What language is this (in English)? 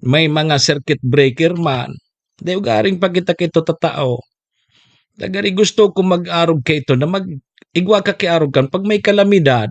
Bikol